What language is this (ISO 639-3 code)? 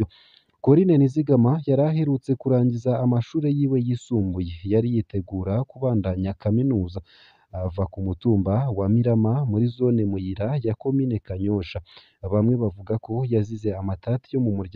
run